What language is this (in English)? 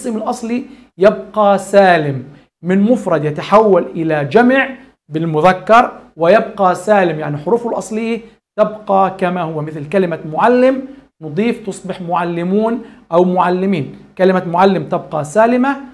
Arabic